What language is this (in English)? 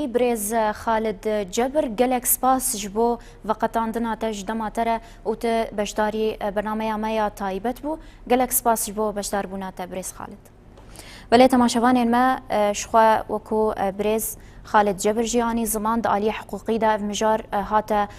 Kurdish